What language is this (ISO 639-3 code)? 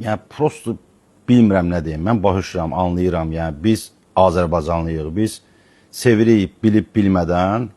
aze